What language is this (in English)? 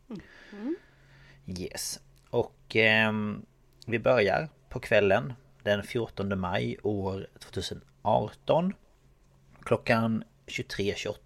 Swedish